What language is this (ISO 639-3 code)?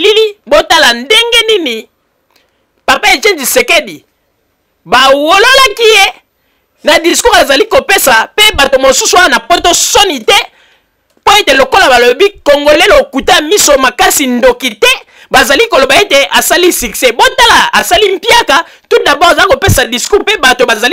lin